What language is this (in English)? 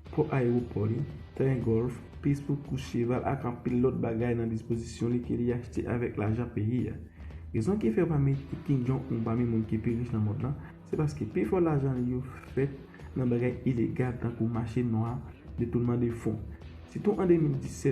Haitian Creole